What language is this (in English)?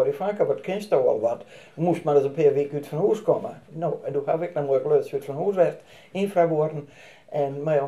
Western Frisian